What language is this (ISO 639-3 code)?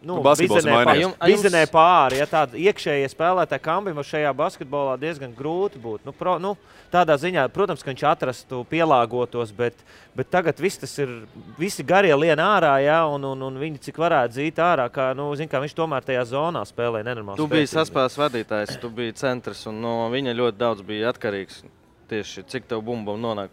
lav